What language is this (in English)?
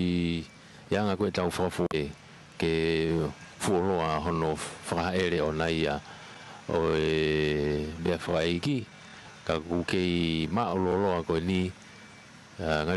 Tongan